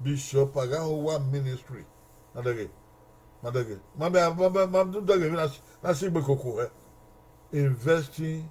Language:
Bini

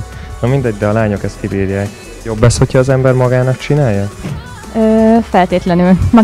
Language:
Hungarian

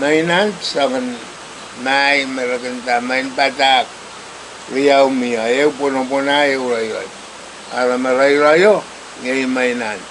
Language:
Pohnpeian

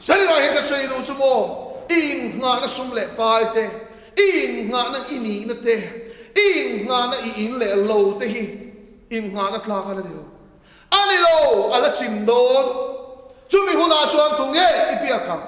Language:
Mizo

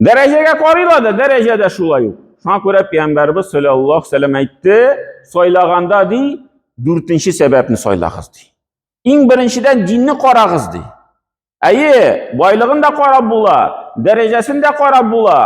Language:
Tatar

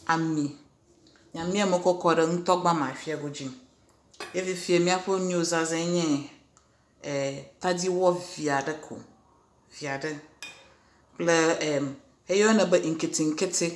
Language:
Ewe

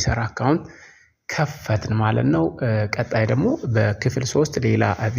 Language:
Amharic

